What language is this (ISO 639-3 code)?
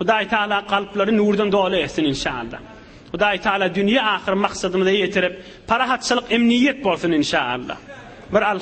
tuk